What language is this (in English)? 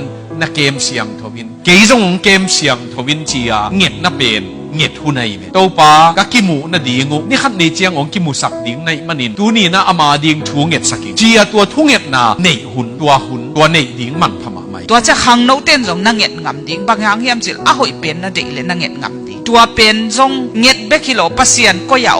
Tedim Chin